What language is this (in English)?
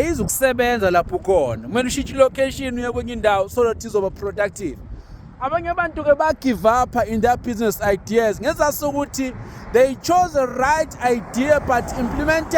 Zulu